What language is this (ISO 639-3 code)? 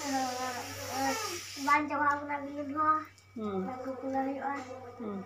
sat